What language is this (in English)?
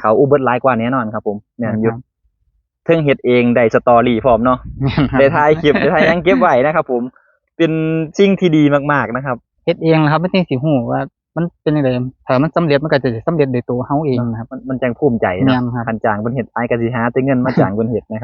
Northeastern Thai